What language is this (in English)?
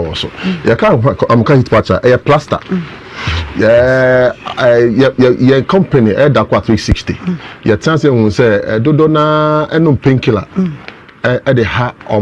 Akan